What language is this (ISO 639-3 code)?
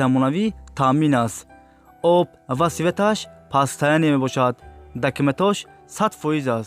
tgk